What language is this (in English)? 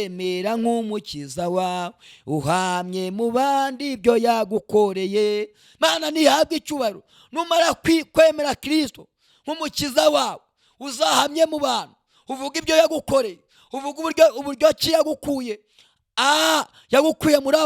Kinyarwanda